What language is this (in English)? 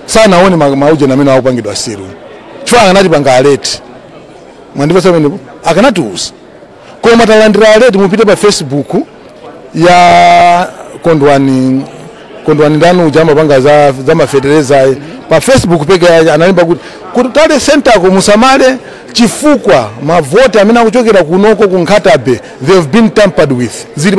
Nyanja